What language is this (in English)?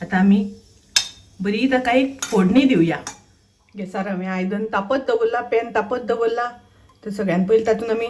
Konkani